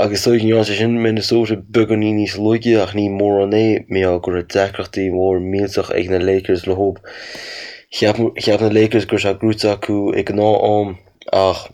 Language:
Irish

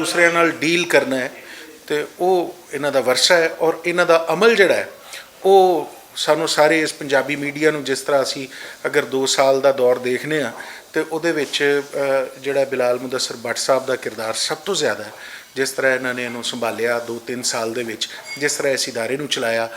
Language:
Western Panjabi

